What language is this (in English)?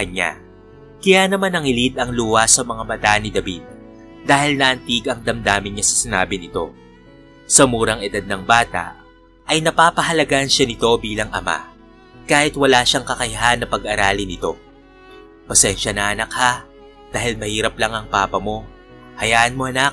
Filipino